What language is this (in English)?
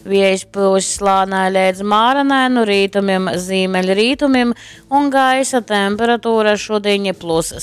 Latgalian